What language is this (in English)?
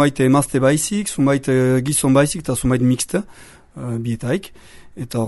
Basque